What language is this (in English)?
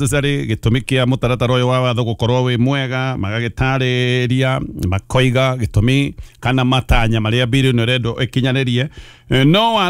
Kikuyu